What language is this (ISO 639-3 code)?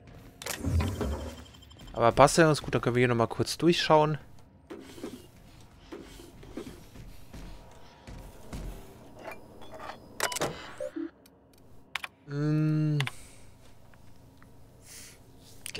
deu